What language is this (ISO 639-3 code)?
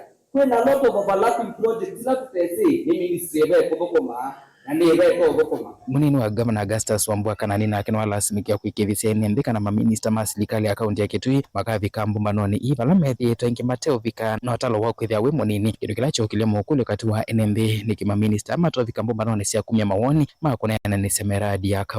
kam